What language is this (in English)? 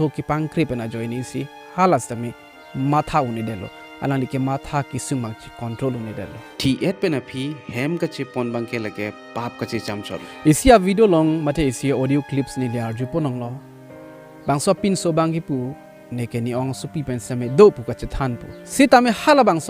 Karbi